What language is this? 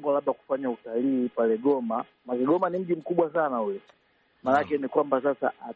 Swahili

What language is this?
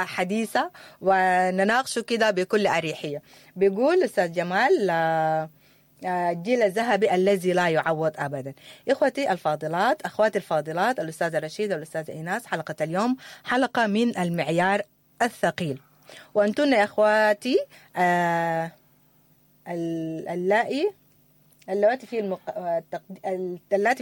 Sudanese Arabic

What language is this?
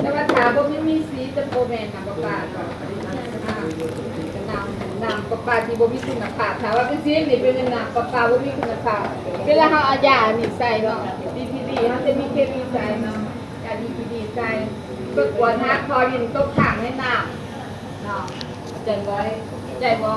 Lao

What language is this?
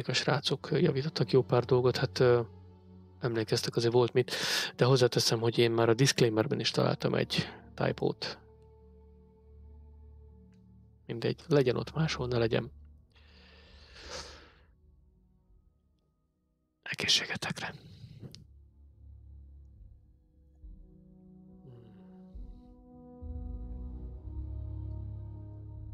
Hungarian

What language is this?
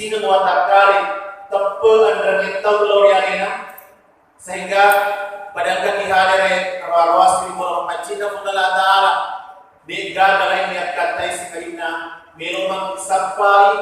Buginese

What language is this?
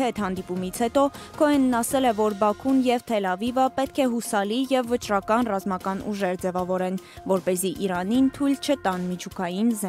Armenian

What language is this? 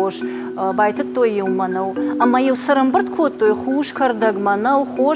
Ossetic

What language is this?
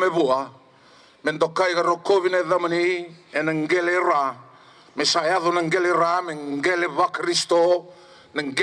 Fijian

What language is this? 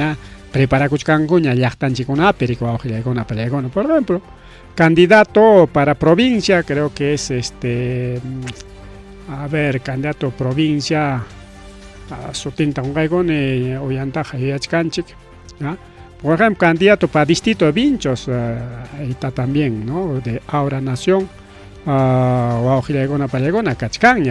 Ayacucho Quechua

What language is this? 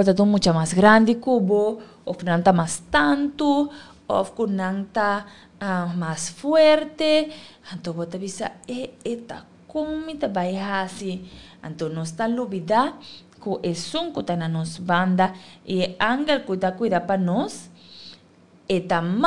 Papiamento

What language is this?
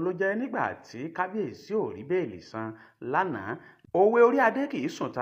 Yoruba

